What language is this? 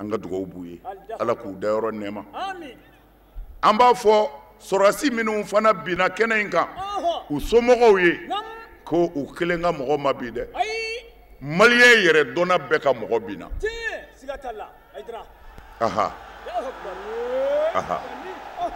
Bambara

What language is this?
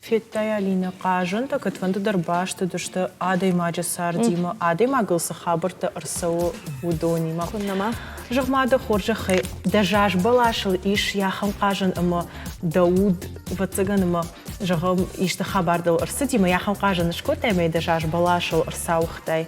Ossetic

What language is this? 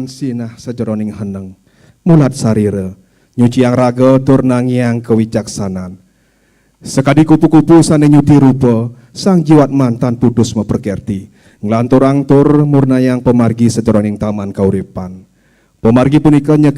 Balinese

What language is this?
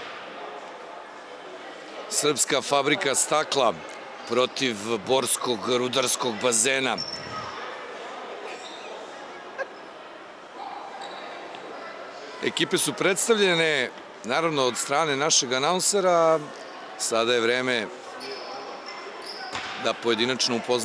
Serbian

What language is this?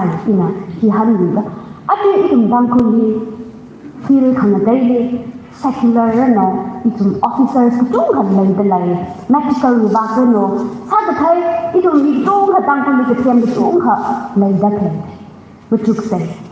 Tangkhul Naga (India)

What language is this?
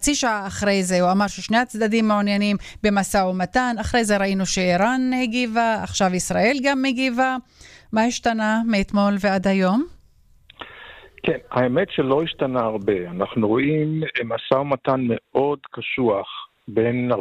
Hebrew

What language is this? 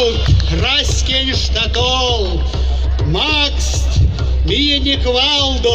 Erzya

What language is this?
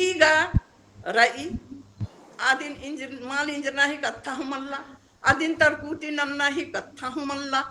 Kurukh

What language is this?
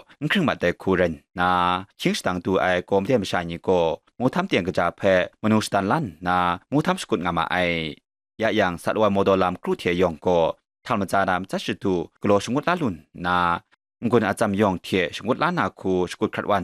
Kachin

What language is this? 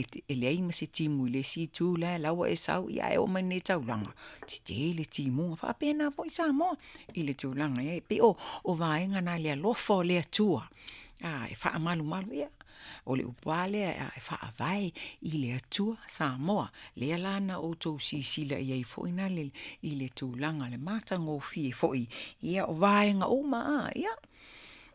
Samoan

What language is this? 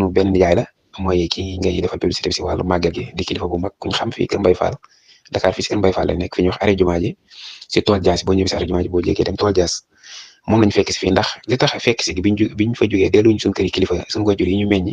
Wolof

